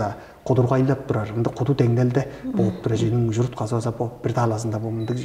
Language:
Tuvinian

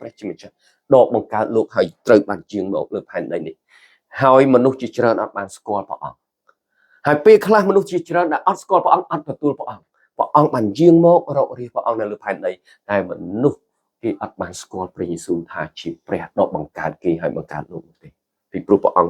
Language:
Khmer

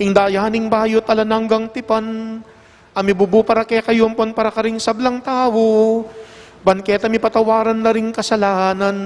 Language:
Pampanga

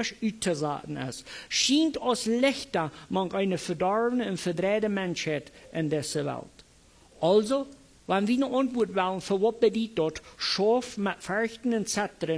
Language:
Plautdietsch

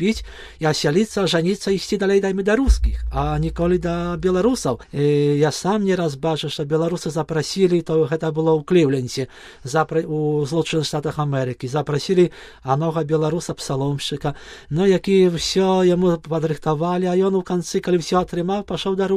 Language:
Belarusian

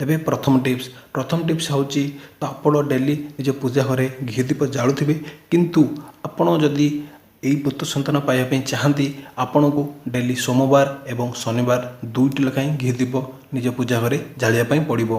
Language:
Odia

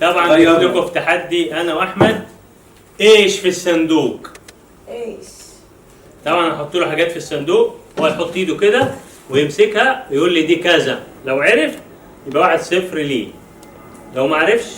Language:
Egyptian Arabic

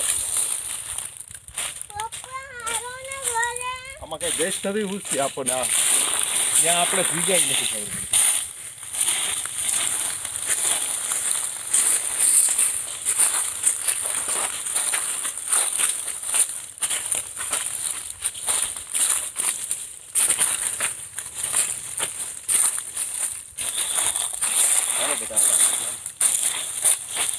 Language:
Gujarati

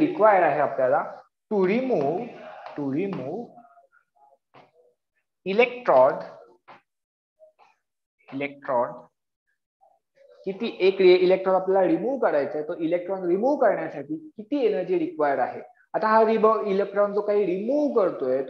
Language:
Marathi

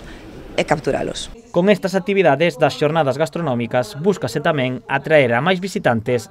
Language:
Galician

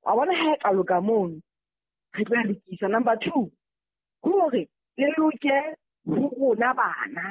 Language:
Southern Sotho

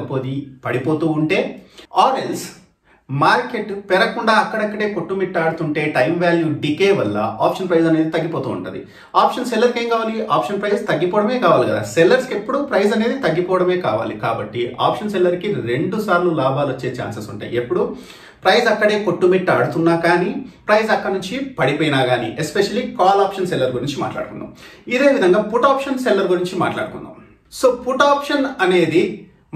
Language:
Telugu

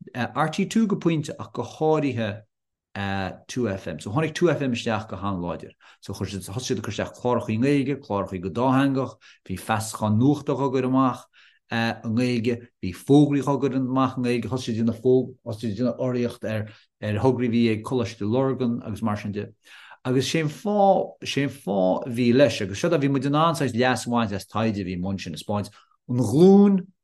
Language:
Irish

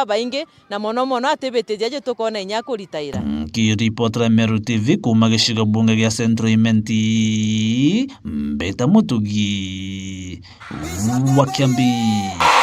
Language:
Meru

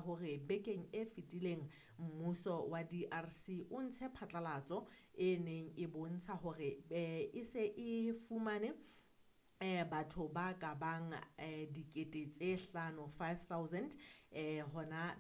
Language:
Southern Sotho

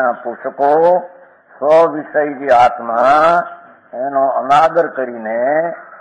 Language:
Gujarati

